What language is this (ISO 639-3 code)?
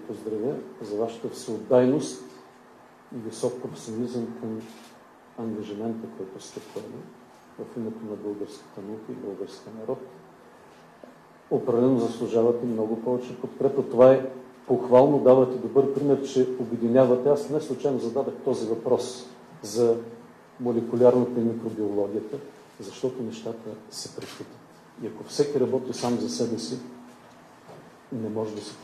bul